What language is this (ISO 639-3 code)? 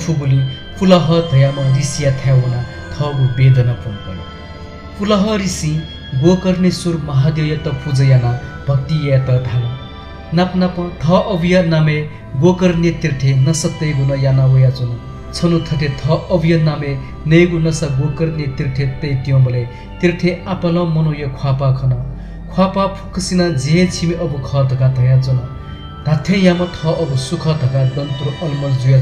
new